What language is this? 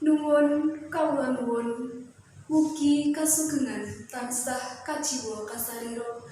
Javanese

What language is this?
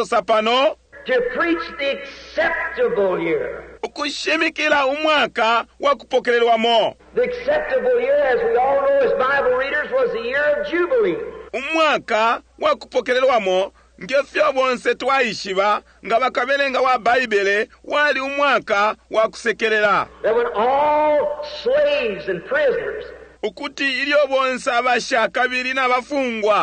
Bemba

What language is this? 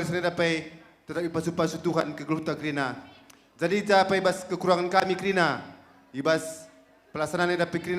Batak Karo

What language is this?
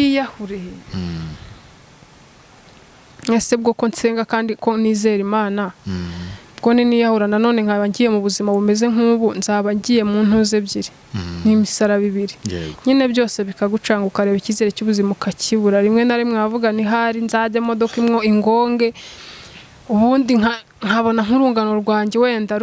Kinyarwanda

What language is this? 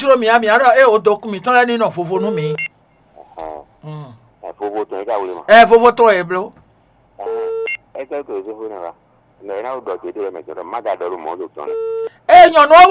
Fon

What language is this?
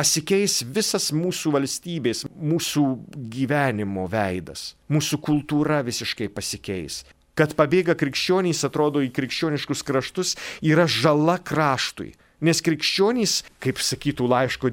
Lithuanian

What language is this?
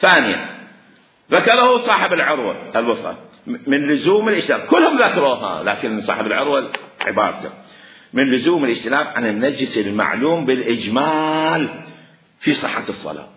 Mesopotamian Arabic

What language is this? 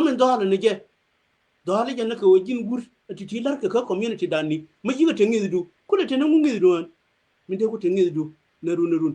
Nuer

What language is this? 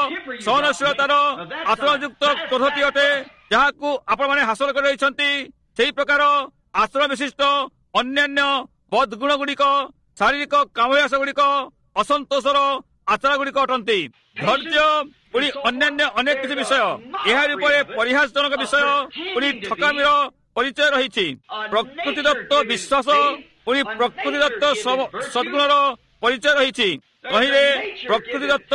Odia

